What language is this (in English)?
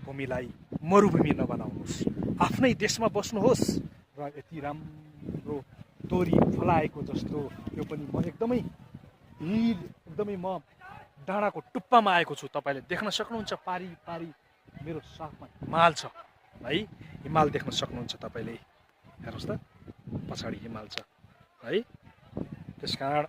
Nepali